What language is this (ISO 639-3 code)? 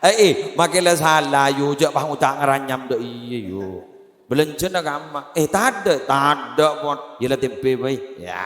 mad